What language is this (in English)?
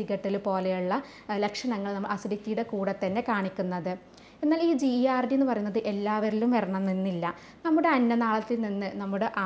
Malayalam